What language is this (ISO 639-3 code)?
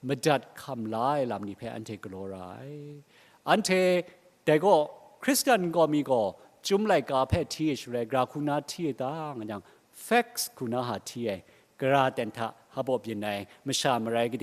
kac